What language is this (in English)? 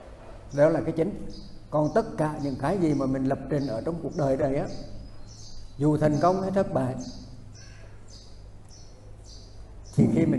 Vietnamese